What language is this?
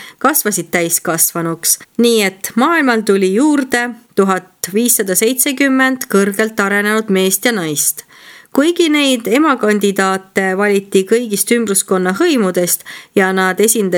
Estonian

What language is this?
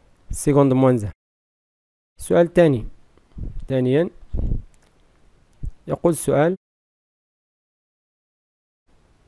Moroccan Arabic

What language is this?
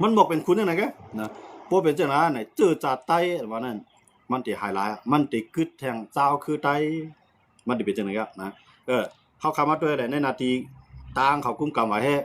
Shan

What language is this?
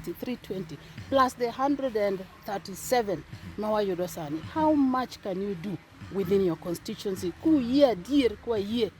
Luo (Kenya and Tanzania)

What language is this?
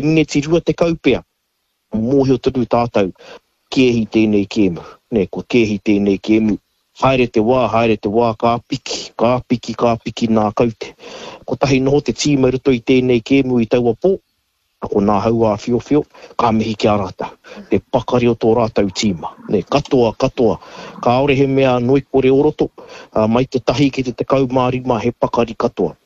Māori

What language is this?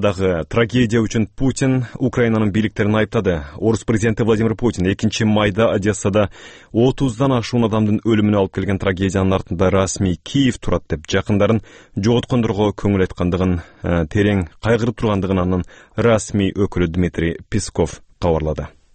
Kyrgyz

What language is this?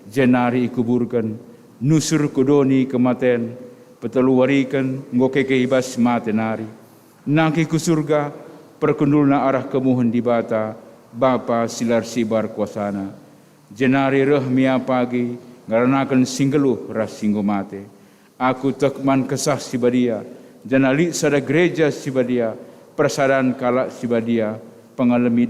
Batak Karo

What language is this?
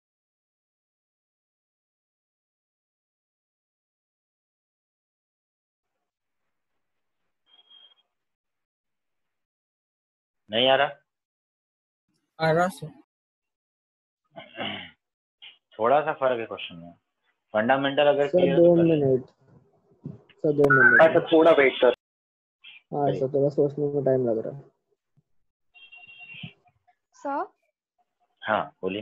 Hindi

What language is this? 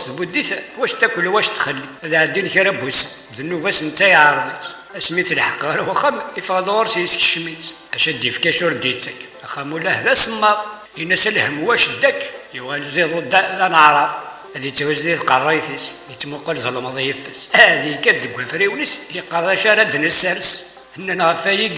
Kabyle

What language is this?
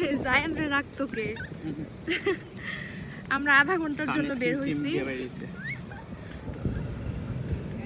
Bangla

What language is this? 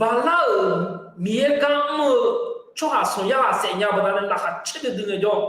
Akha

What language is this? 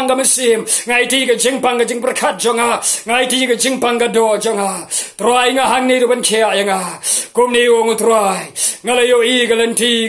Khasi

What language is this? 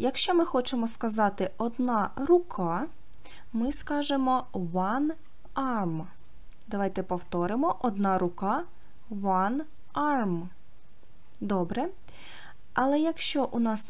Ukrainian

